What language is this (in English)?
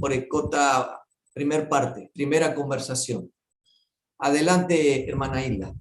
Guarani